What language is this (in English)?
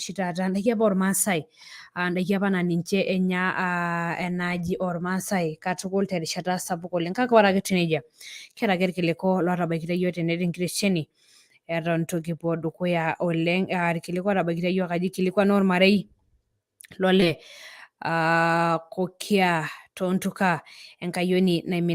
Masai